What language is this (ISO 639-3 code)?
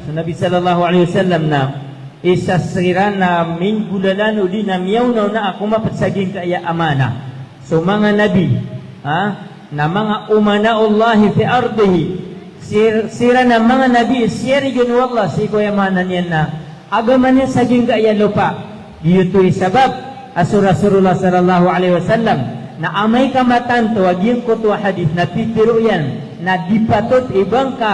mrw